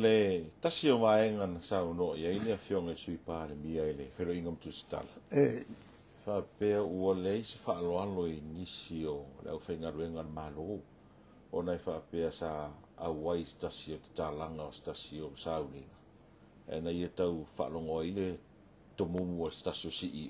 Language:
Samoan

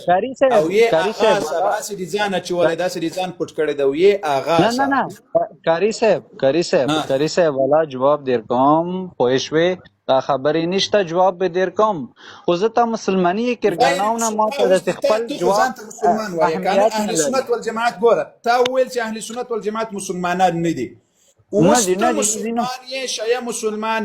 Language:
Pashto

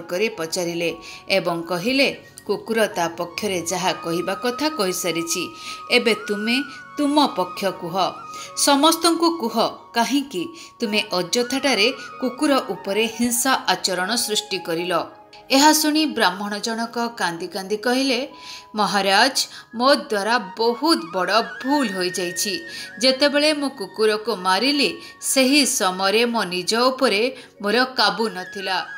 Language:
Odia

